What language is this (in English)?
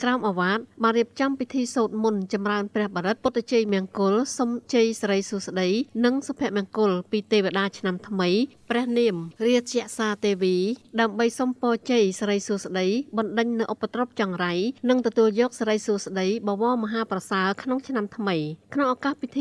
Khmer